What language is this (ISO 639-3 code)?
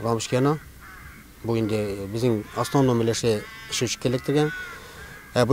tat